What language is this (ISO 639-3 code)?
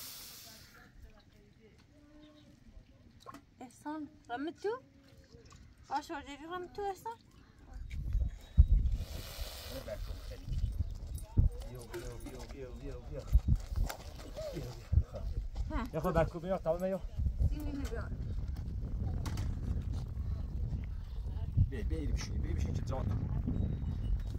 fas